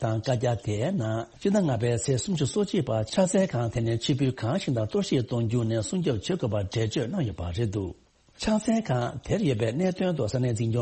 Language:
Tibetan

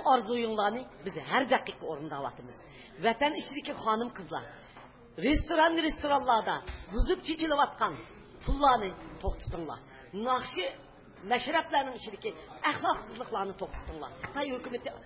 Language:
Uyghur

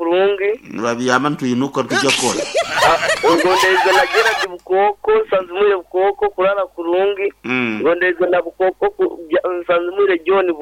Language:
Nyankole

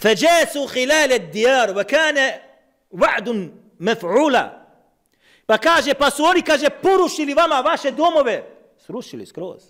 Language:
Bosnian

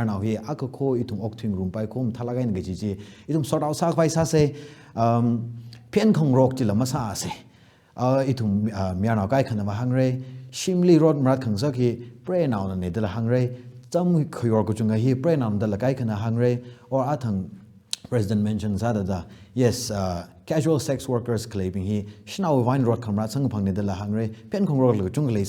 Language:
Tangkhul Naga (India)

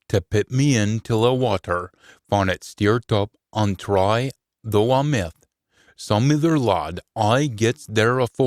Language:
Scots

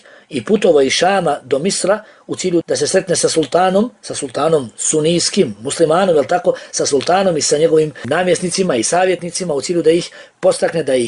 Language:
Bosnian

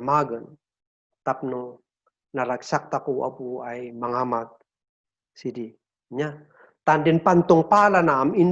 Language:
Kankanaey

